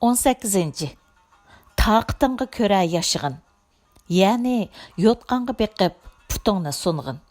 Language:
Uyghur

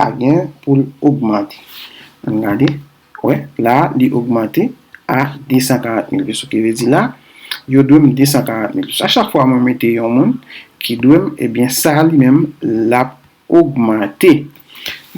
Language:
Haitian Creole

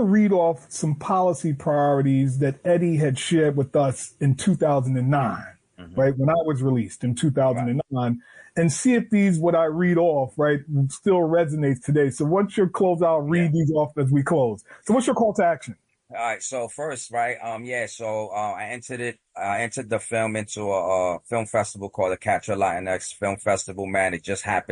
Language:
English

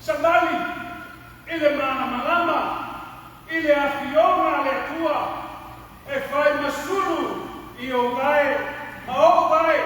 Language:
Samoan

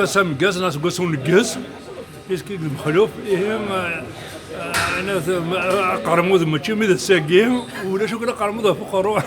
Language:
Kabyle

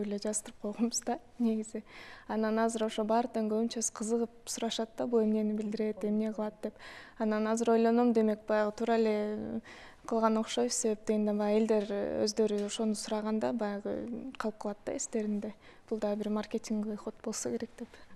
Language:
Kyrgyz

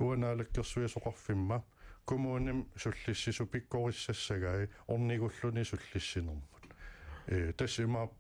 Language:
Kalaallisut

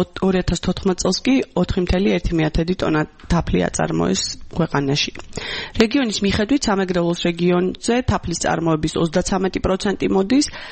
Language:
Georgian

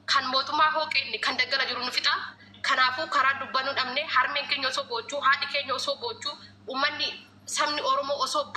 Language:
Oromo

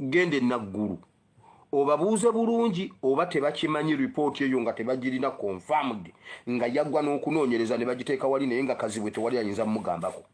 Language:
Ganda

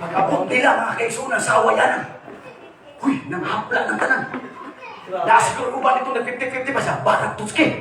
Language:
Cebuano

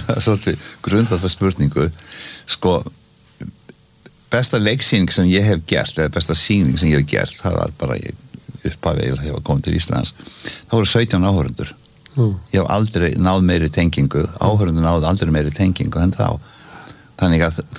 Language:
Icelandic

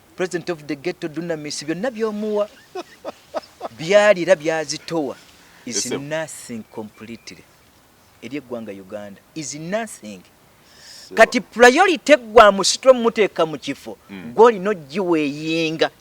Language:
Ganda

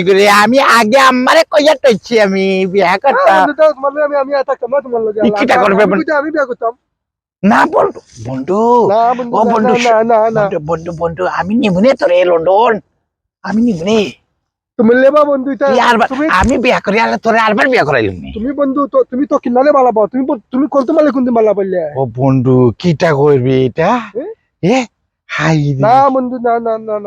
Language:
Sylheti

